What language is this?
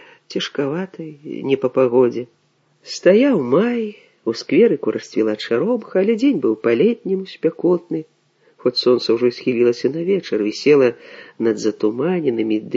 Belarusian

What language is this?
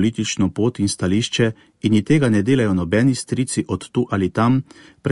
Slovenian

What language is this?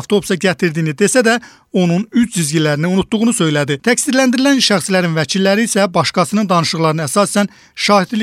Azerbaijani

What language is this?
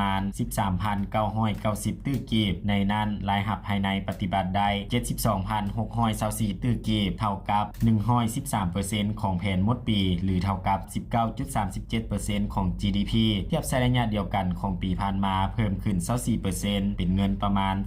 Lao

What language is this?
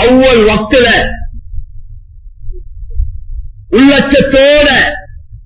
Tamil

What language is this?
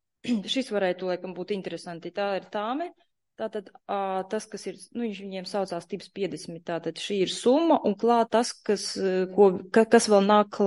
Latvian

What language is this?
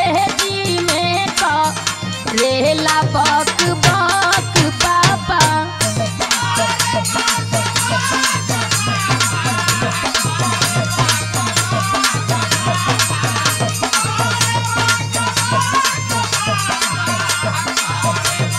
Bhojpuri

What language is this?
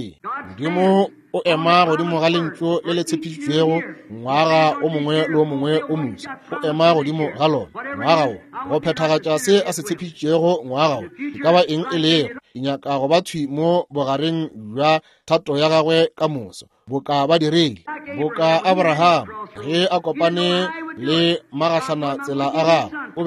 Northern Sotho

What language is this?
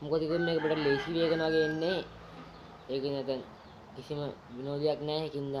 Sinhala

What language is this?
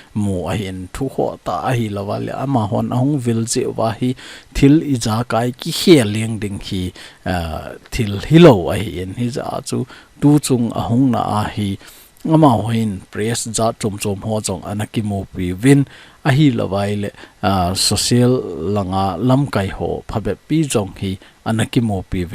Thado Chin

